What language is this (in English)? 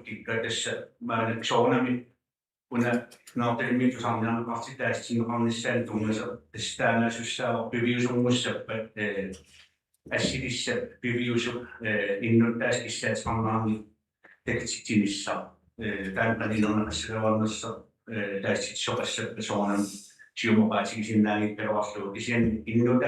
Kalaallisut